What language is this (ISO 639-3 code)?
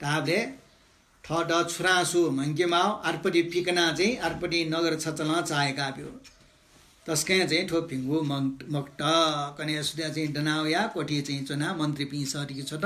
new